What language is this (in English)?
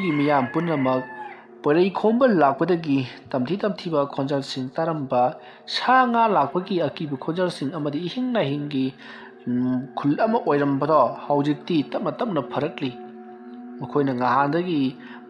Manipuri